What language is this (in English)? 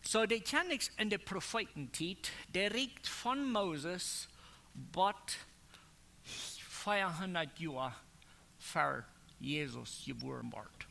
Plautdietsch